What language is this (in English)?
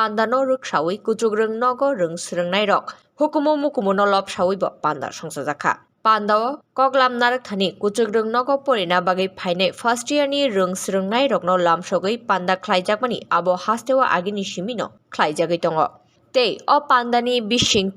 Kok Borok